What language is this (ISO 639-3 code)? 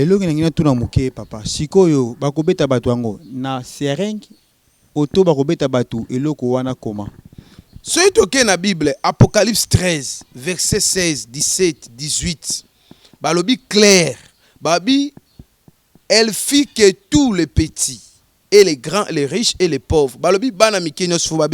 lin